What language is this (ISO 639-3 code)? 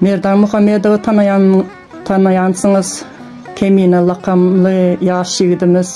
tuk